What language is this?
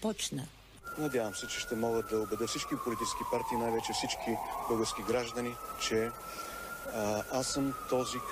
Bulgarian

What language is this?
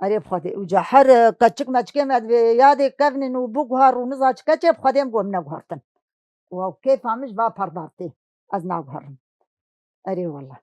Kurdish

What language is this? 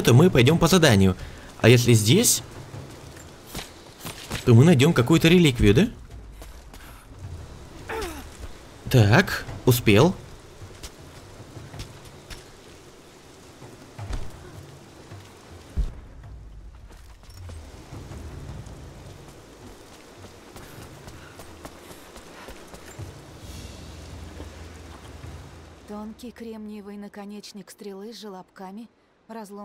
Russian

